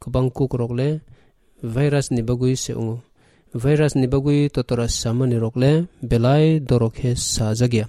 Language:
Kok Borok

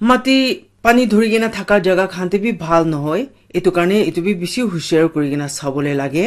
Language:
Naga Pidgin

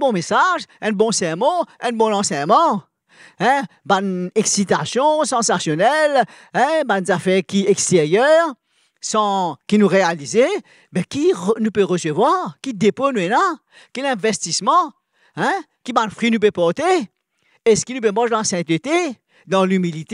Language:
Morisyen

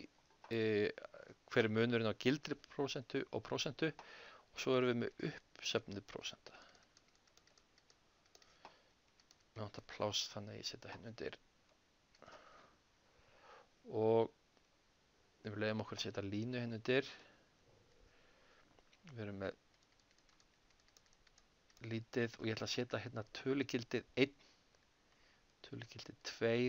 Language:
Icelandic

